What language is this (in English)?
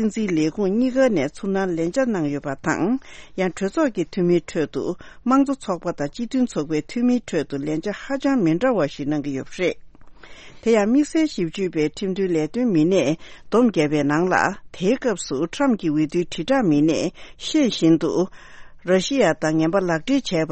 Tibetan